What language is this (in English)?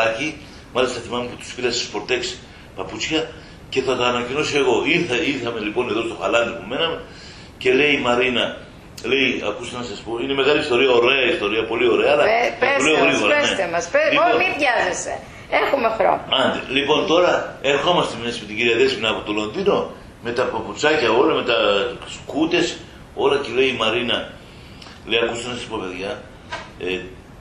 Greek